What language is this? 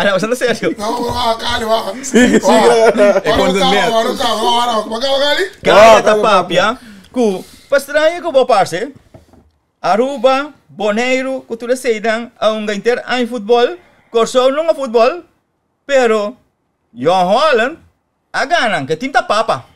Papiamento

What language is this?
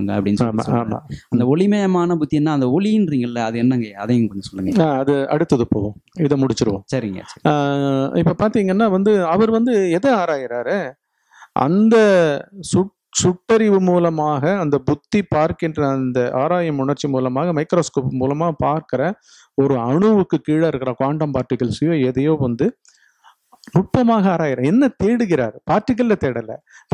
Tamil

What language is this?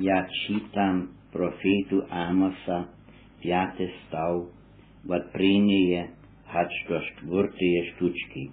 Upper Sorbian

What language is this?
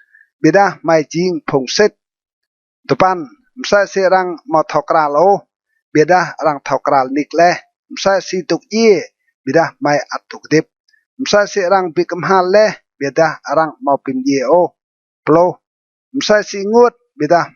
Rade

